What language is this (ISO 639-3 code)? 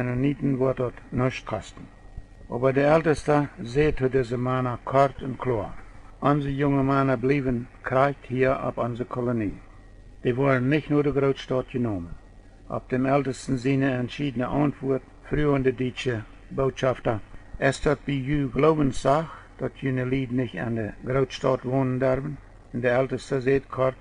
pdt